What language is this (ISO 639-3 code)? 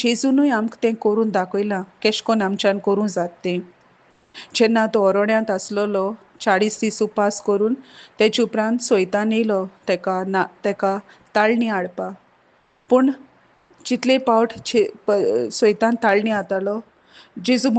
kok